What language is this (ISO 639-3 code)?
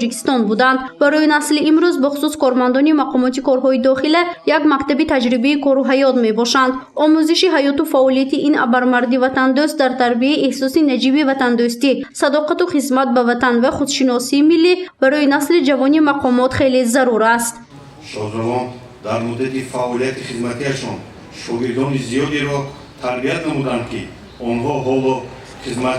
tgk